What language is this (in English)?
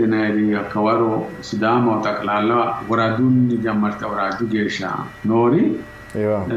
Sidamo